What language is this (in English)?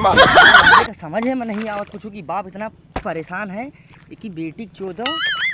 Awadhi